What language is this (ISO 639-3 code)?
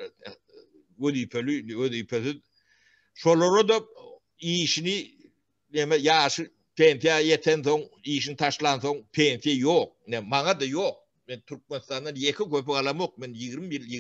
tuk